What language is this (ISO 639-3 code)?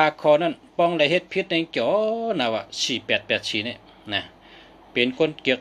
shn